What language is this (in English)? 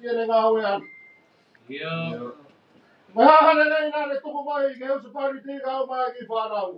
Tongan